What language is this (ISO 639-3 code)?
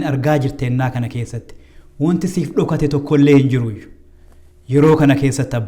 orm